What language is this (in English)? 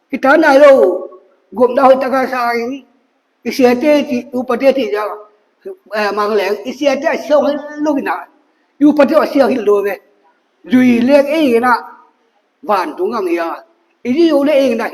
Tedim Chin